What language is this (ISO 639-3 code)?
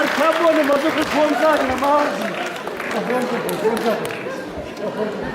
oss